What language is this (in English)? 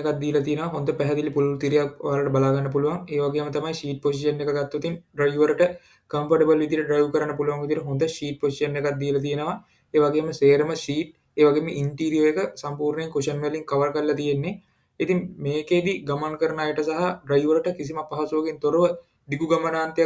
Sinhala